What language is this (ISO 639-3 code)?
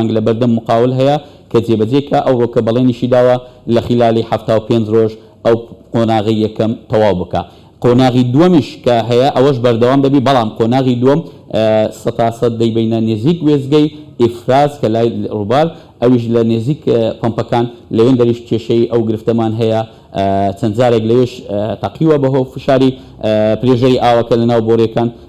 ckb